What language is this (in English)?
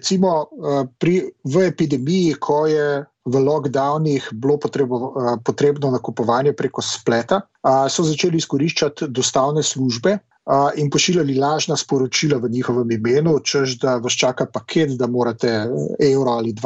Slovenian